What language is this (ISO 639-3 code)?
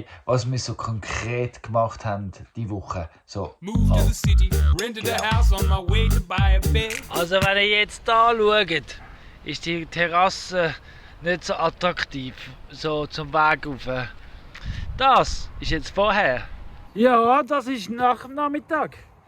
gsw